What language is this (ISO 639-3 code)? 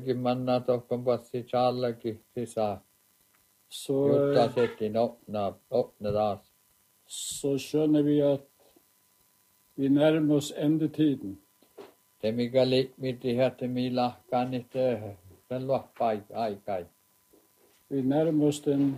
nor